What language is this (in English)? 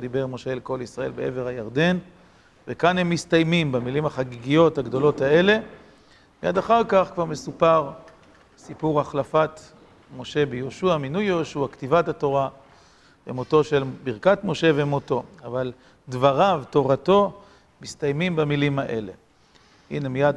Hebrew